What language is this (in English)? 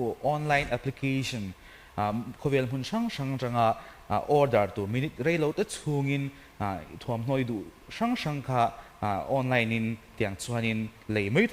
Mizo